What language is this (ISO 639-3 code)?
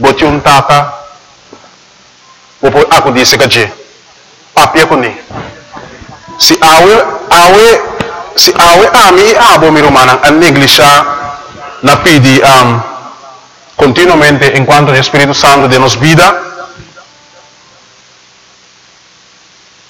pap